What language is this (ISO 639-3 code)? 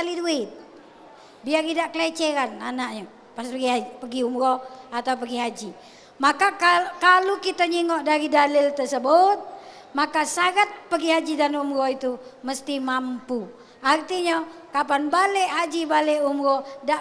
mui